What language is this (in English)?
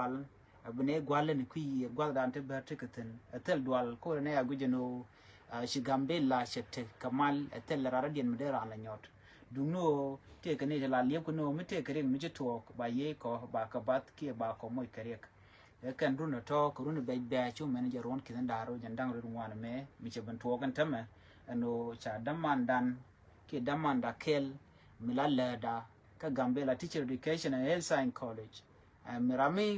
Nuer